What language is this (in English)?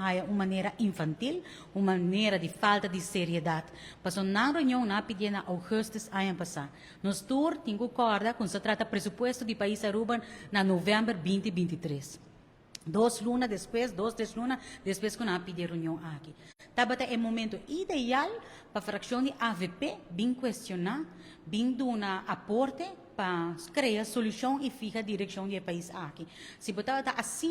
Papiamento